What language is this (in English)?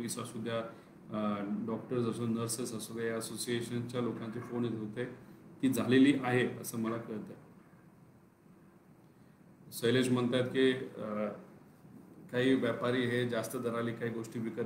Marathi